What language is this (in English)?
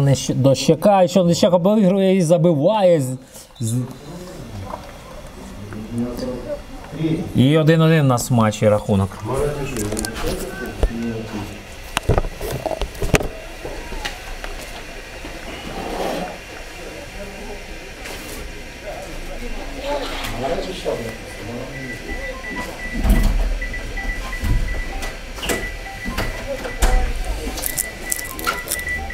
Ukrainian